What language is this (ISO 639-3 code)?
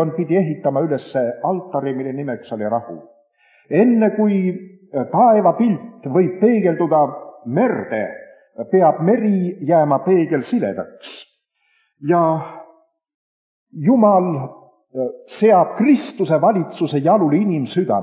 est